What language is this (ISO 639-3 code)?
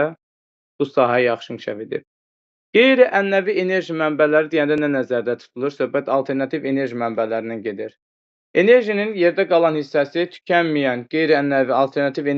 aze